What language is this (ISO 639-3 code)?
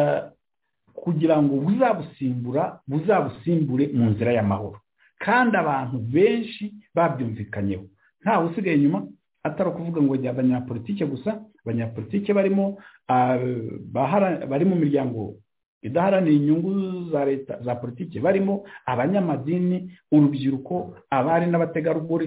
kin